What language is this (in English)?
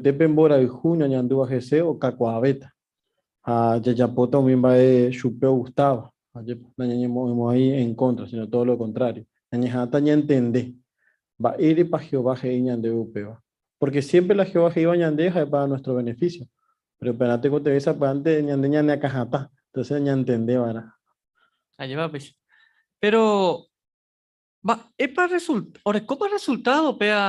Guarani